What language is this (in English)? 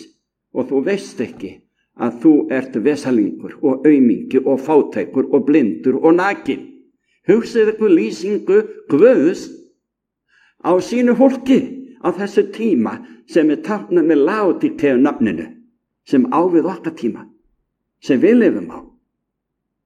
Icelandic